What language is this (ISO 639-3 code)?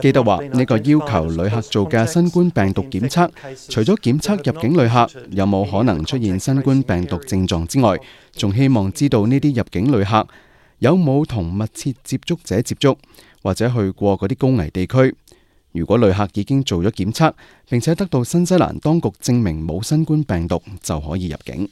yue